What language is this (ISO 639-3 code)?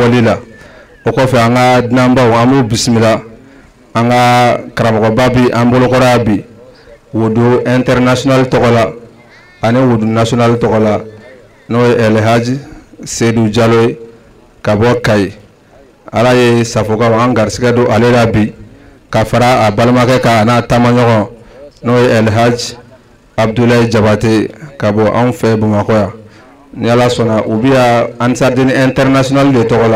bam